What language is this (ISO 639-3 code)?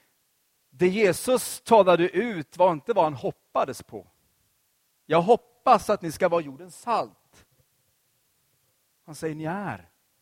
swe